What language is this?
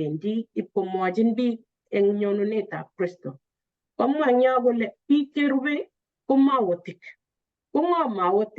Kalenjin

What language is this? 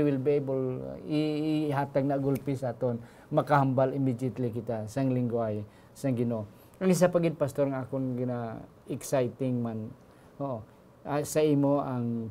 Hiligaynon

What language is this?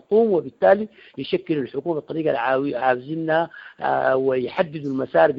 Sudanese Arabic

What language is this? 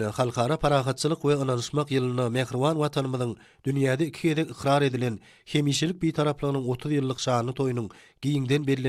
Turkmen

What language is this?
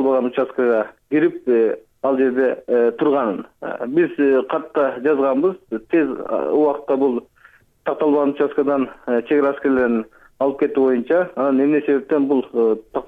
Kyrgyz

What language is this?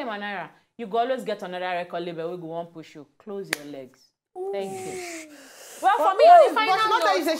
Nigerian Pidgin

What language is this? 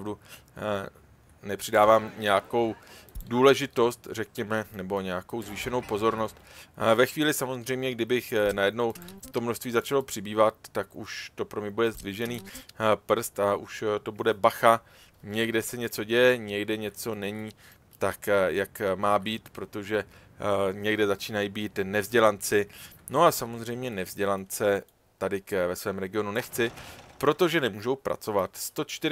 Czech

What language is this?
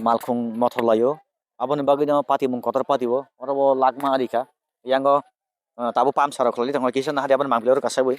Kok Borok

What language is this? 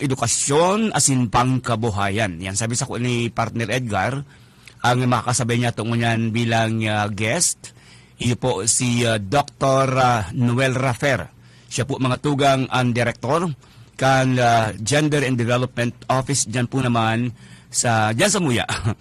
Bikol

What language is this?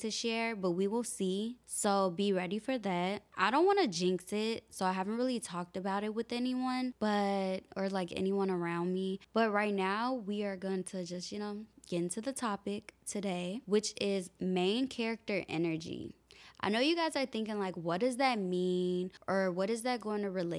English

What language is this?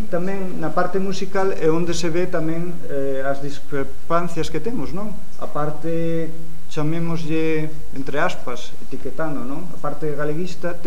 Galician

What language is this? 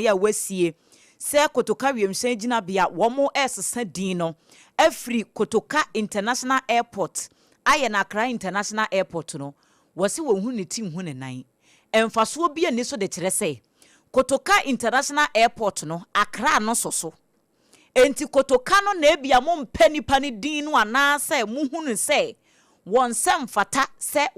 Akan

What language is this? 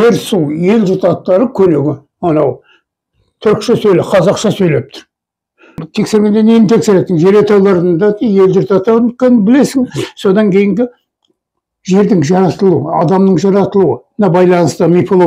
Kazakh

